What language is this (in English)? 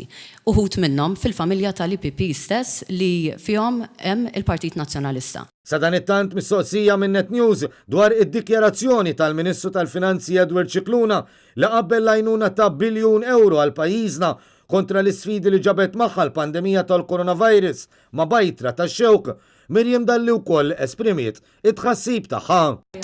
Maltese